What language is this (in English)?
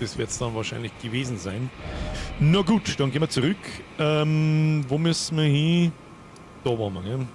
Bavarian